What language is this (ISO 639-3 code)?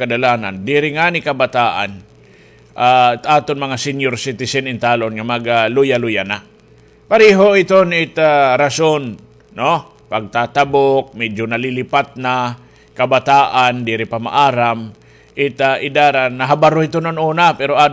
war